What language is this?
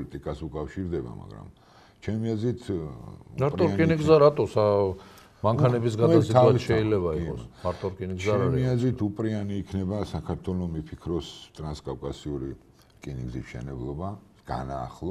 Georgian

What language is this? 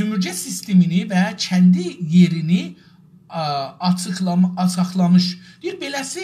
South Azerbaijani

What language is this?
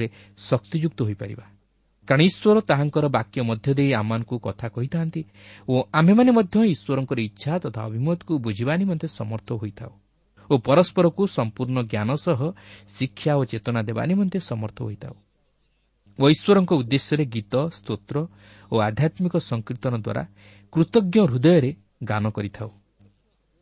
Odia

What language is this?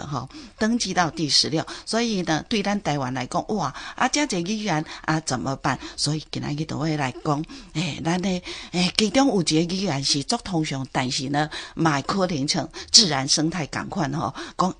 Min Nan Chinese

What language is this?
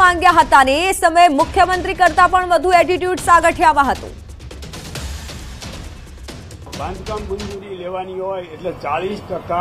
Gujarati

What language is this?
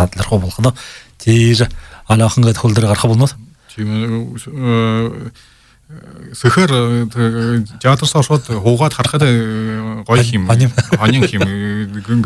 Buriat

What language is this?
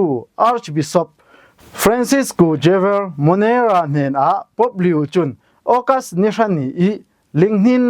Falam Chin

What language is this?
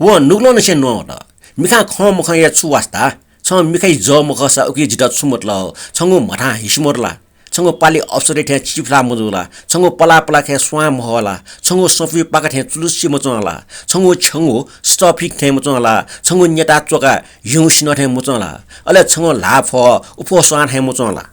Newari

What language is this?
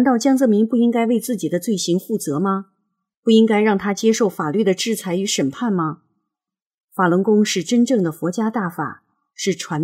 Chinese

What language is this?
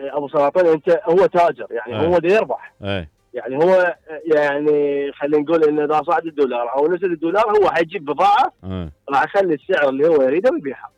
Mesopotamian Arabic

